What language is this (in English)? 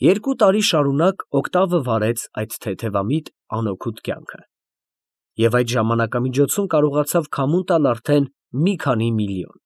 Armenian